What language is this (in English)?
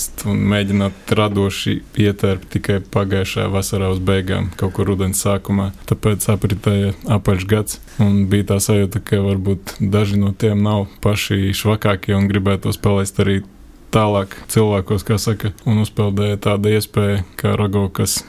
Latvian